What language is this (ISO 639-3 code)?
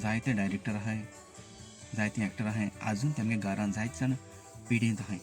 kok